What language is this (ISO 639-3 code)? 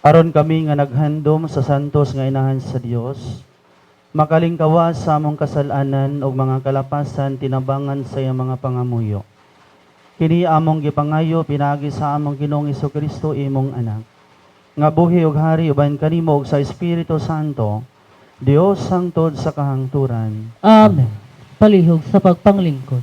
ceb